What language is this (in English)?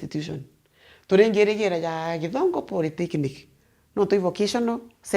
Meru